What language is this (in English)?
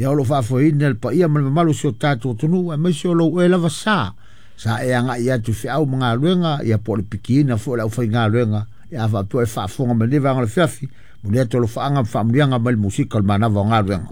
Samoan